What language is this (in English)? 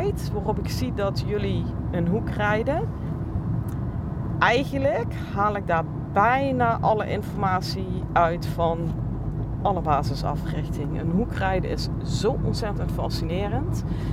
Dutch